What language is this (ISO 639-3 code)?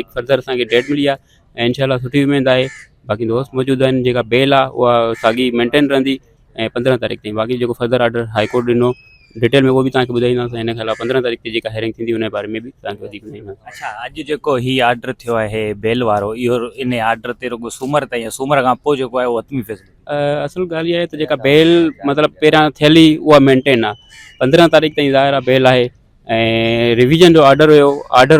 snd